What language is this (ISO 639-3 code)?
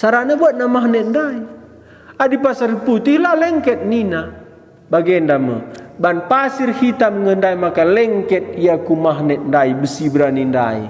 btx